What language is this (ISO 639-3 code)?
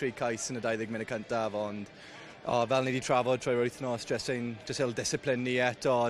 cym